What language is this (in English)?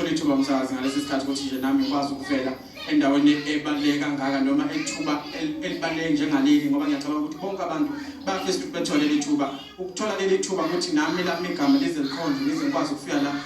Zulu